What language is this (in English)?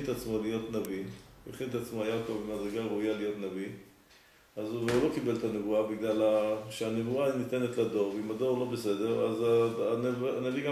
Hebrew